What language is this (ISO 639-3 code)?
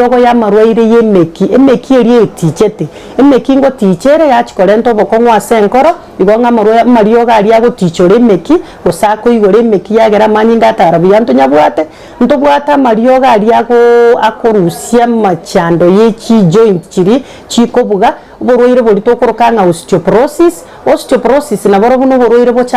guz